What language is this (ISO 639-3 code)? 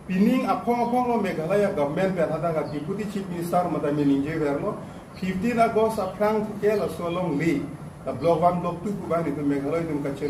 mjw